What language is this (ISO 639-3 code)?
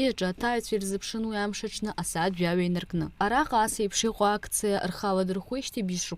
abk